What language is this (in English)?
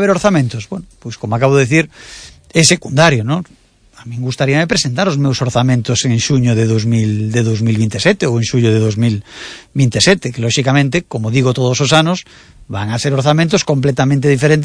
Galician